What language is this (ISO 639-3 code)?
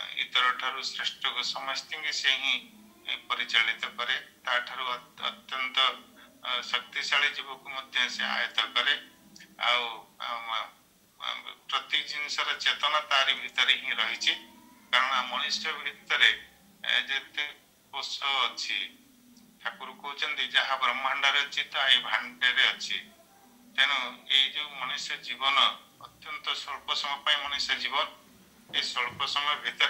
ori